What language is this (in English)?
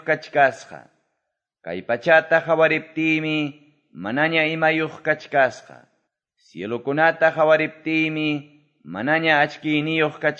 Quechua